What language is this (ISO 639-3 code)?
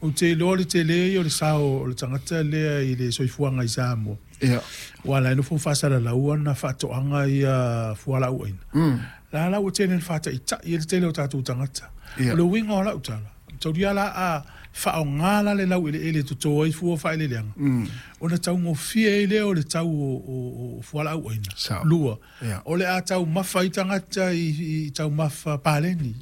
smo